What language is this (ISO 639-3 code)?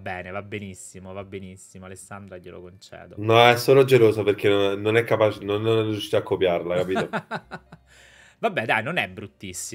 ita